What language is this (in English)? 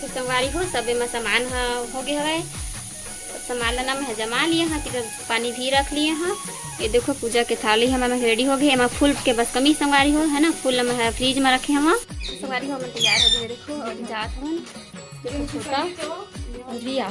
Chhattisgarhi